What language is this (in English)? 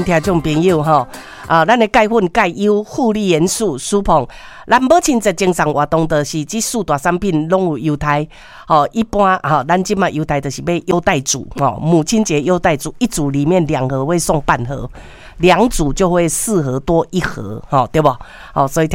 Min Nan Chinese